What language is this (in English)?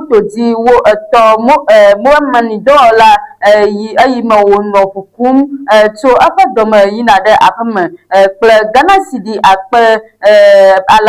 Ewe